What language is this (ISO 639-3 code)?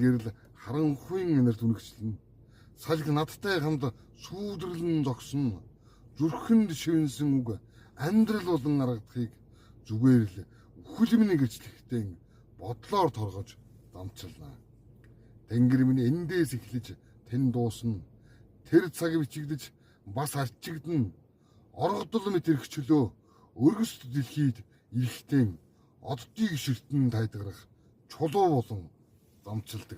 mon